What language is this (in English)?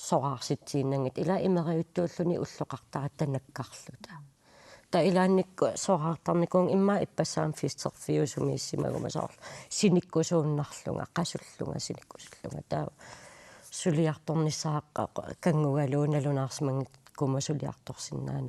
Kalaallisut